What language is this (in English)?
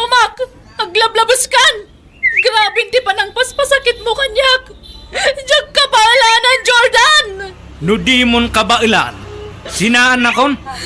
Iloko